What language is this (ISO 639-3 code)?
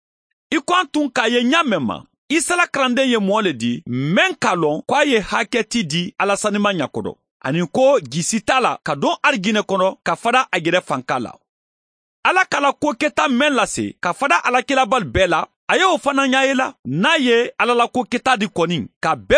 man